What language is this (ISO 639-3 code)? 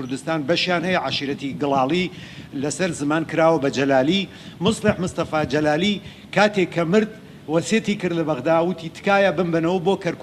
ckb